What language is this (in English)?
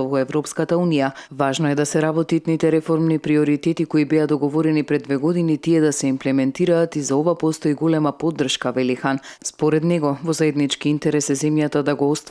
Macedonian